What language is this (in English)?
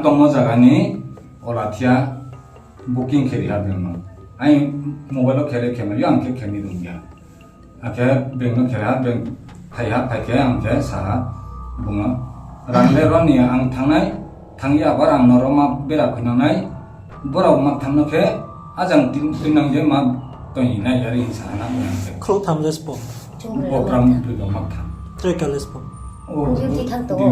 Riang (India)